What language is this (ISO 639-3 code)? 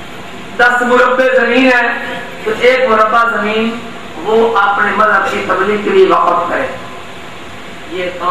urd